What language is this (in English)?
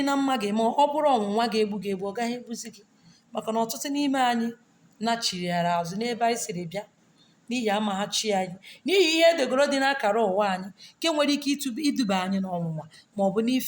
Igbo